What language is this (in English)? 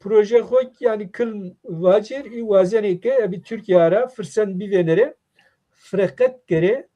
Zaza